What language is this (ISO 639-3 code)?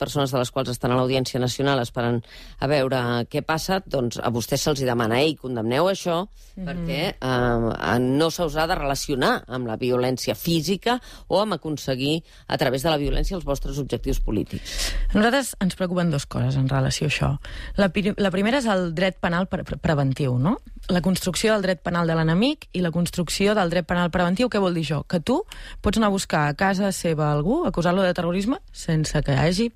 cat